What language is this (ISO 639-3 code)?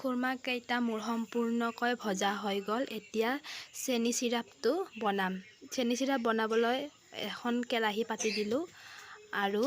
asm